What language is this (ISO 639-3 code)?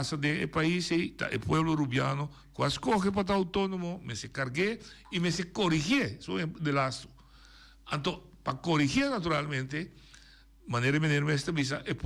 pap